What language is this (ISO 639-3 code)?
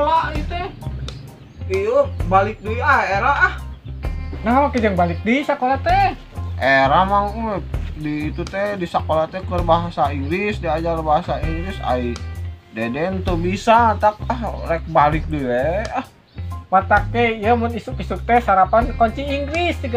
sun